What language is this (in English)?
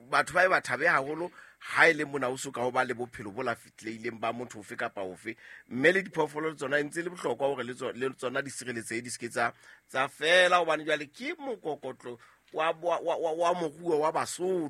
Southern Sotho